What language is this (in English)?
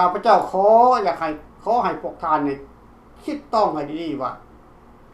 Lao